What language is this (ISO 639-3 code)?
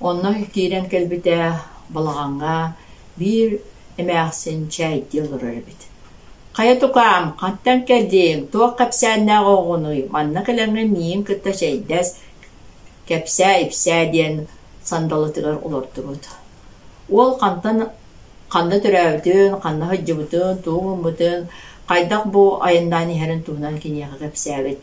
sah